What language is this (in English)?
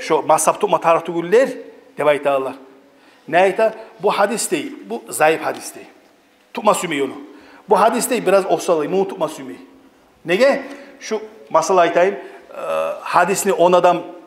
Kumyk